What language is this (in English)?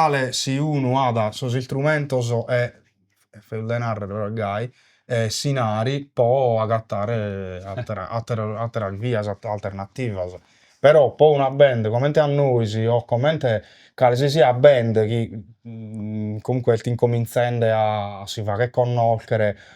Sardinian